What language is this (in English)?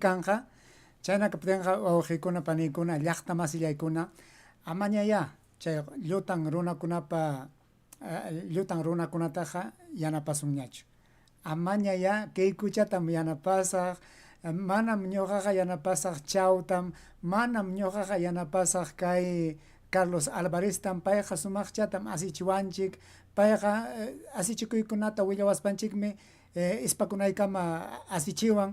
Ayacucho Quechua